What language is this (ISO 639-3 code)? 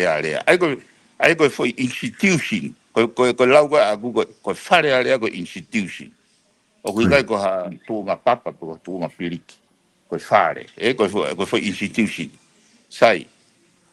ton